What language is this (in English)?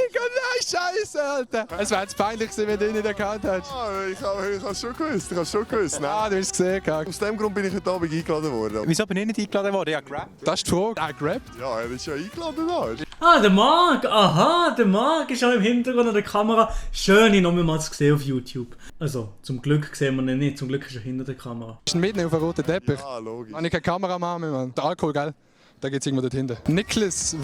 Swiss German